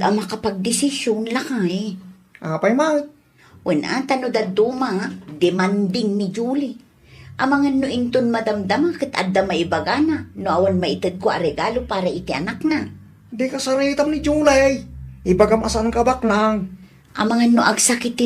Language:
Iloko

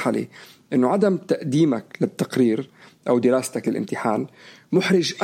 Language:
North Levantine Arabic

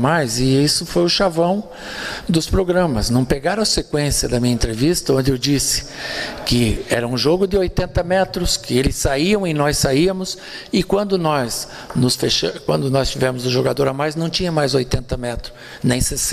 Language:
Portuguese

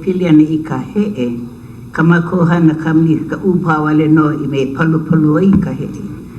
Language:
Hawaiian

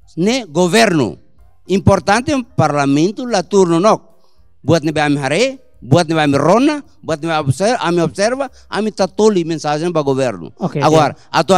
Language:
Tetum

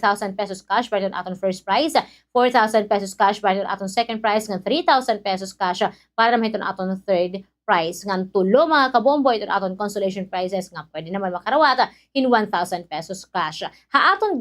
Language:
Waray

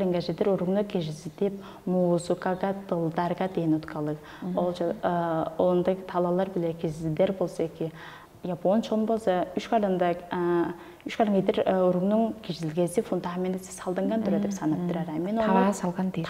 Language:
Tuvinian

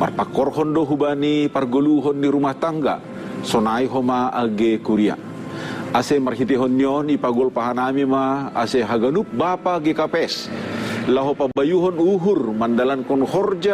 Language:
Batak Simalungun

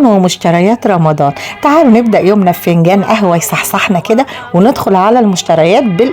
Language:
Egyptian Arabic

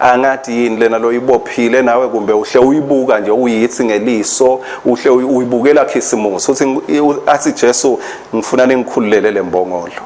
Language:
Swati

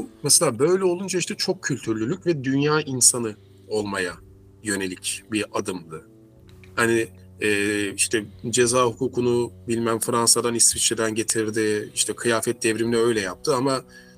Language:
Turkish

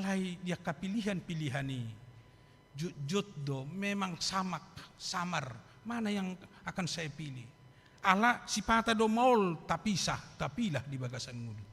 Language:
Batak Toba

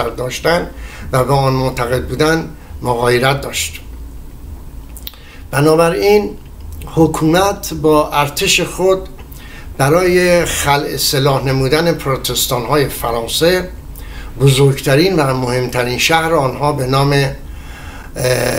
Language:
Persian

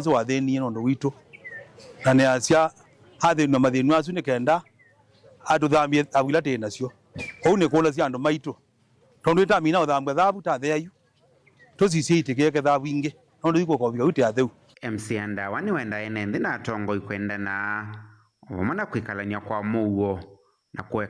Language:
Kamba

